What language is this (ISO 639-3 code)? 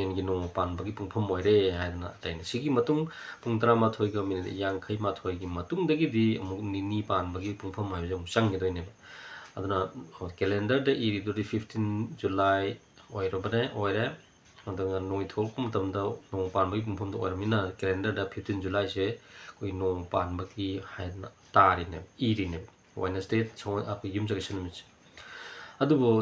mni